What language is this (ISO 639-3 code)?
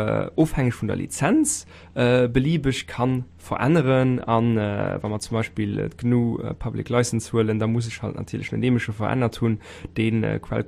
ltz